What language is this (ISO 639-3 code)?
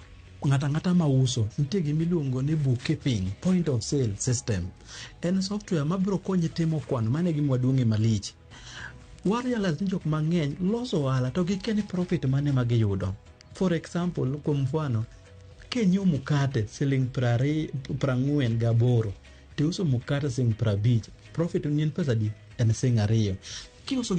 luo